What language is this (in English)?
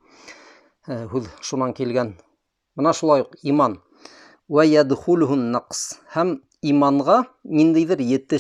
Bashkir